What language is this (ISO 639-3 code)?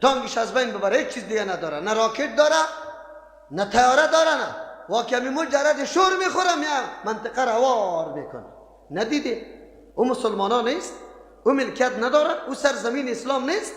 fas